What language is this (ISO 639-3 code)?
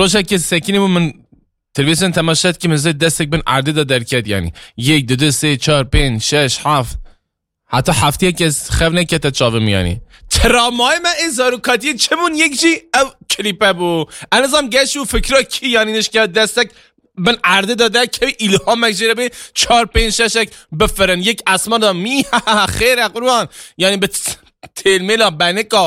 kur